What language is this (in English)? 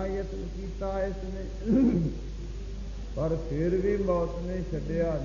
Punjabi